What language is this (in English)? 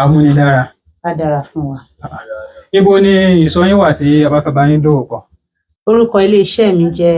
Yoruba